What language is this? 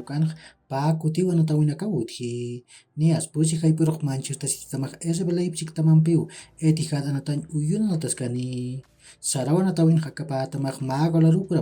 Aymara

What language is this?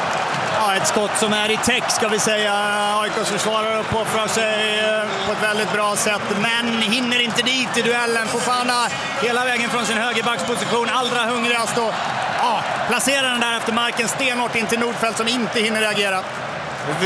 Swedish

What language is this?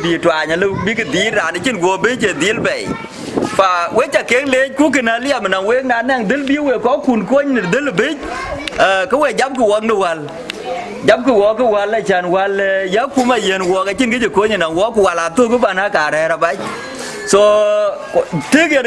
Dinka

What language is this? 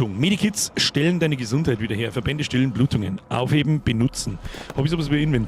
Bavarian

